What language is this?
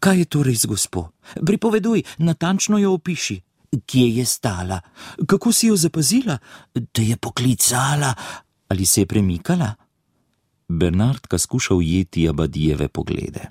Slovenian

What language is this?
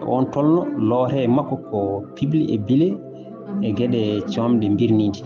Fula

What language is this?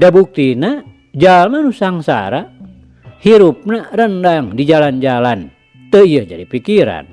Sundanese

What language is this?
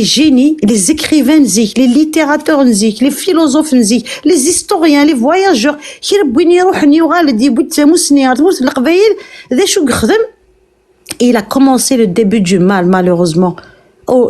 Kabyle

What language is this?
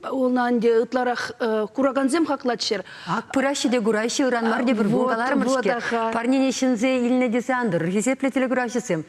Chuvash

